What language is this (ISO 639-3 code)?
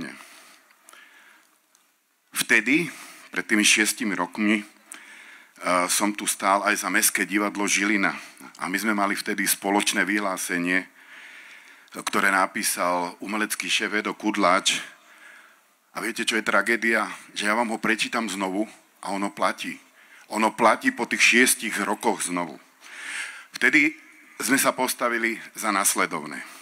slk